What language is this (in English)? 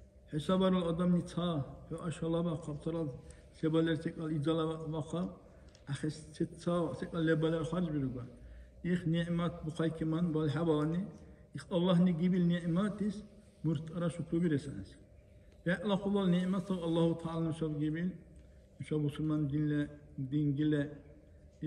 Dargwa